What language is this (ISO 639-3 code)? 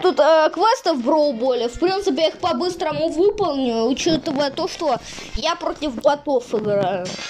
rus